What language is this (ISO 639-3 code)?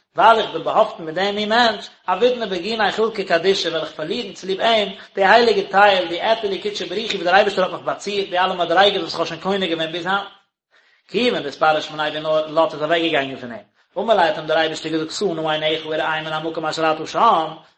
yid